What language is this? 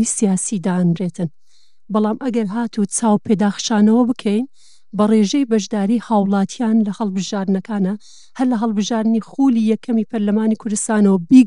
Central Kurdish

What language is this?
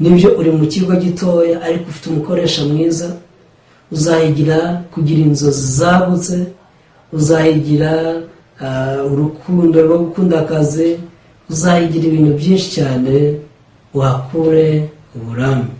Kinyarwanda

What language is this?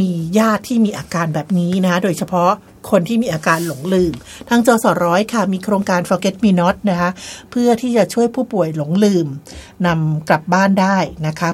Thai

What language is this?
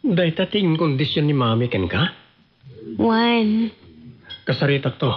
Iloko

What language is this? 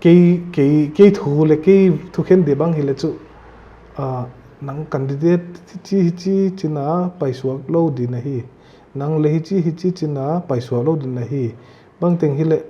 Paite Chin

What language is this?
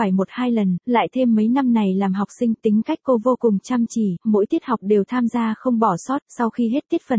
Vietnamese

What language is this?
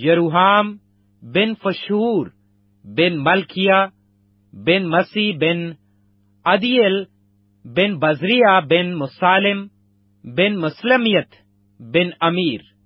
Urdu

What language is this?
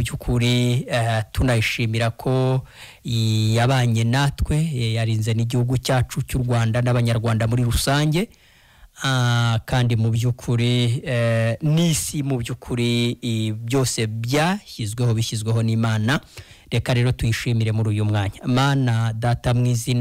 Kinyarwanda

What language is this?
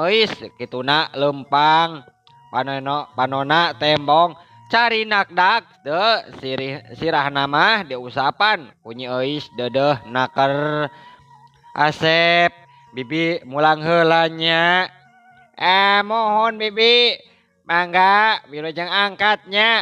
Sundanese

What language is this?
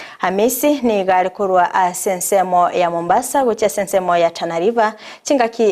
Gusii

